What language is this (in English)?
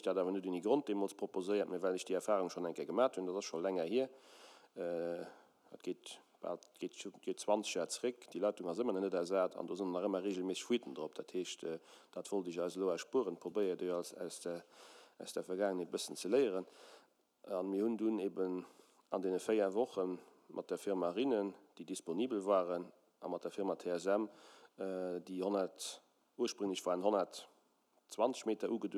Luxembourgish